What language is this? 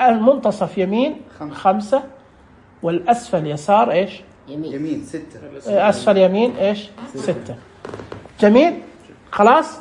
Najdi Arabic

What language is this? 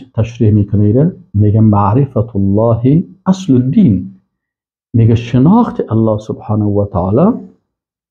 Persian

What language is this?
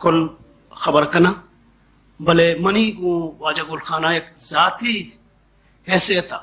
Baluchi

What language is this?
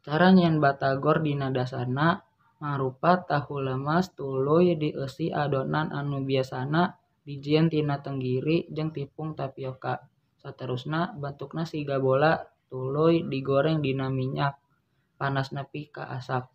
Sundanese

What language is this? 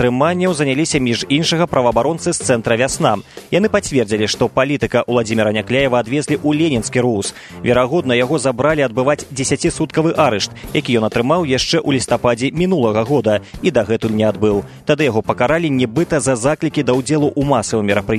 Belarusian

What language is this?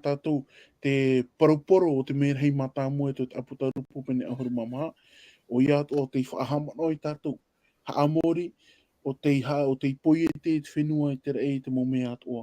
Tahitian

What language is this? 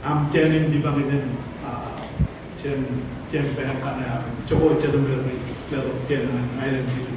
Marshallese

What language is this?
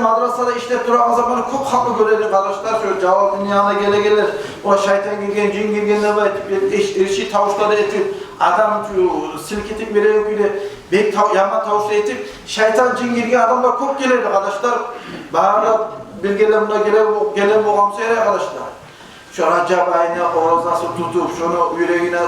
Kumyk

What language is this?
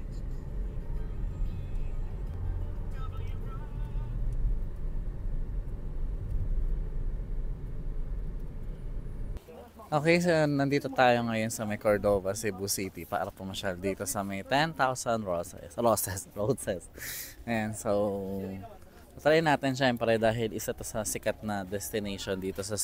Filipino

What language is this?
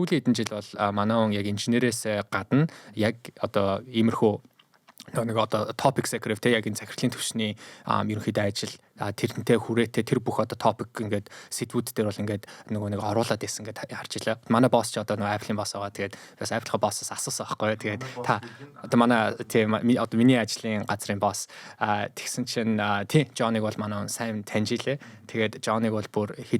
Mongolian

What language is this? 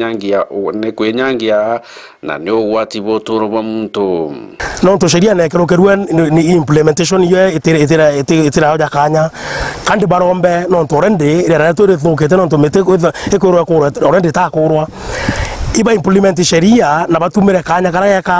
Meru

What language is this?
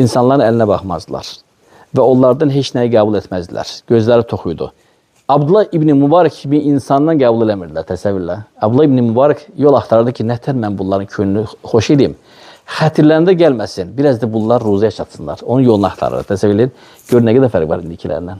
Azerbaijani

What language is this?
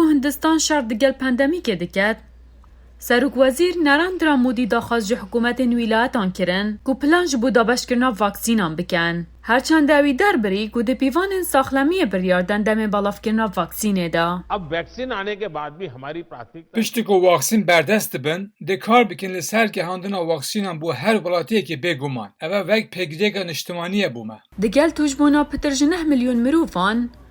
Kurdish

